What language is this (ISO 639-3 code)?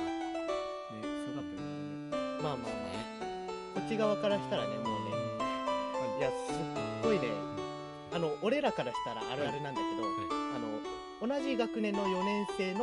jpn